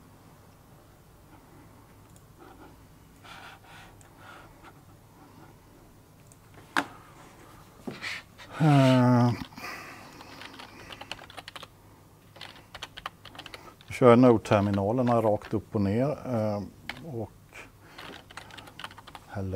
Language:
Swedish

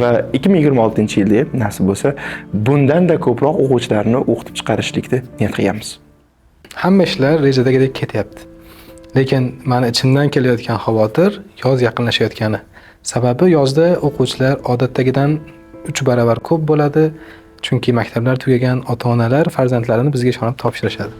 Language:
Uzbek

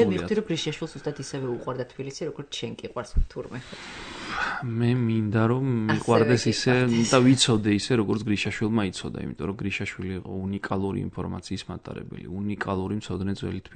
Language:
Georgian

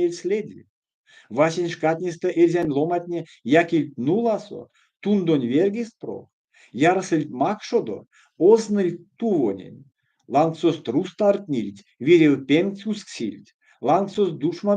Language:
Erzya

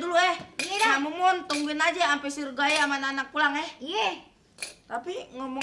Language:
Betawi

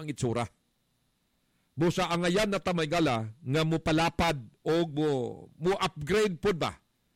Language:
Cebuano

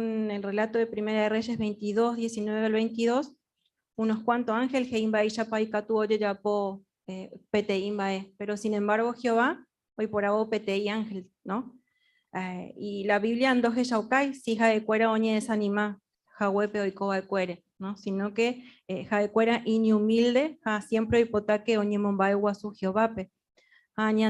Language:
Guarani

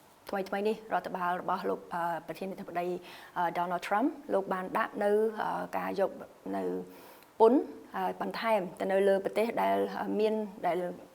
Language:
Khmer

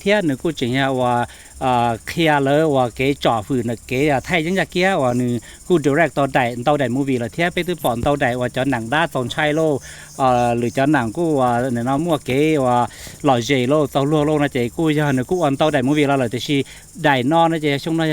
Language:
Hmong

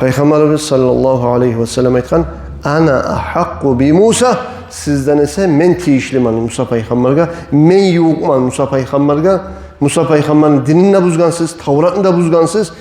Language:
Kumyk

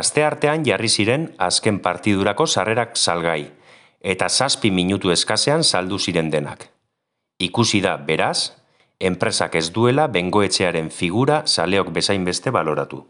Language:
Basque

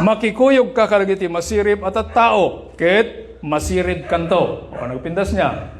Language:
Iloko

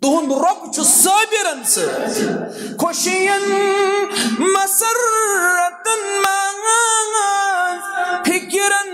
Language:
Kashmiri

